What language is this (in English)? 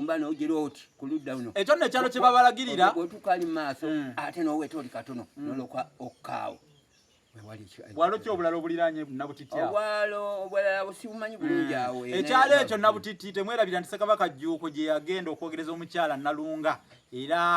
Ganda